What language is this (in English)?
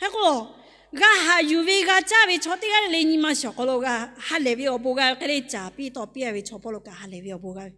Lahu